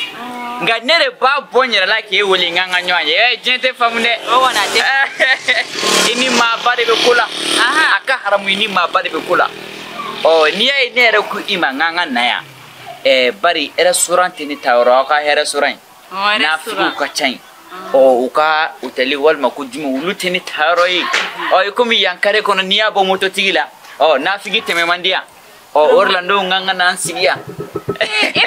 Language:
Bambara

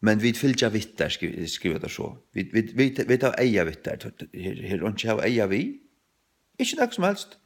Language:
Faroese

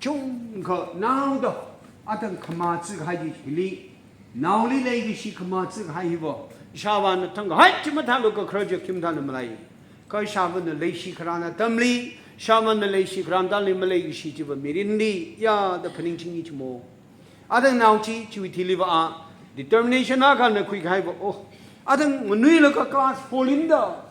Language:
Tangkhul Naga (India)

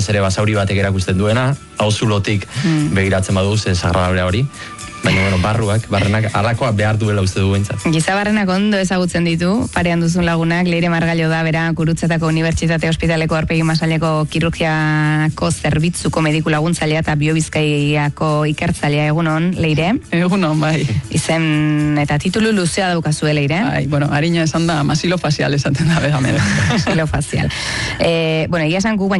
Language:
Basque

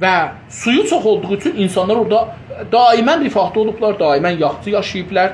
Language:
South Azerbaijani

